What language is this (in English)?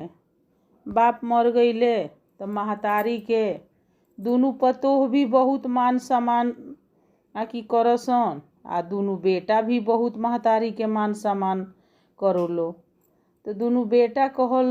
Bhojpuri